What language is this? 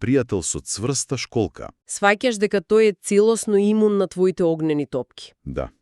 Macedonian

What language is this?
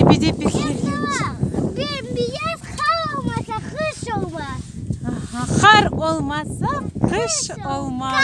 Crimean Tatar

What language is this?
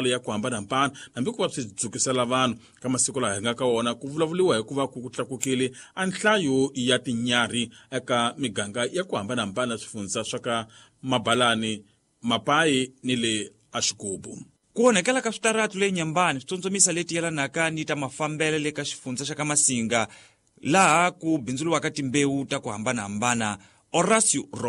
Tsonga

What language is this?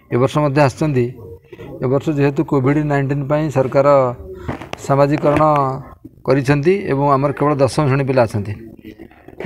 Odia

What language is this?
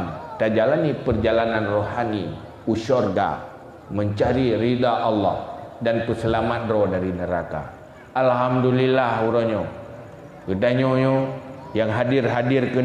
Achinese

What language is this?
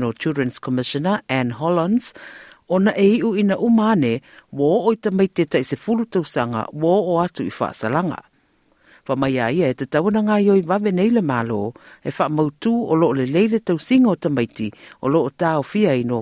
Samoan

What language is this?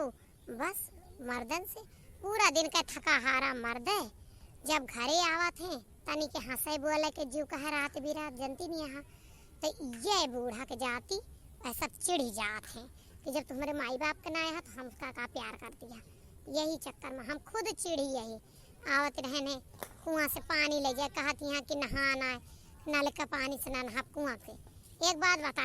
Awadhi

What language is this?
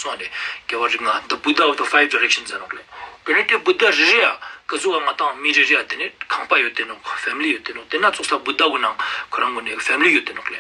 Ladakhi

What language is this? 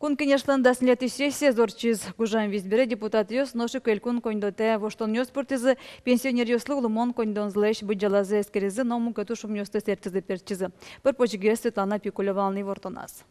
Udmurt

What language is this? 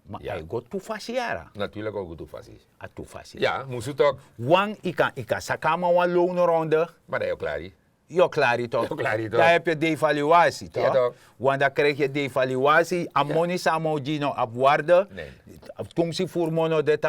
Sranan Tongo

